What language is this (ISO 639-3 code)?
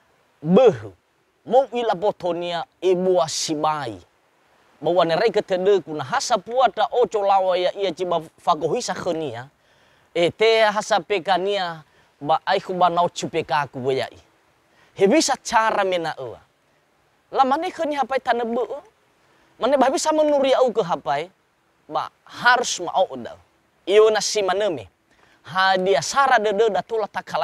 nia